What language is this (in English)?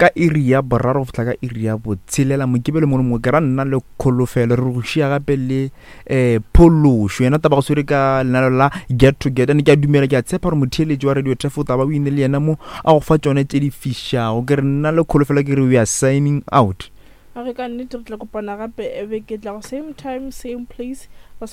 Northern Sotho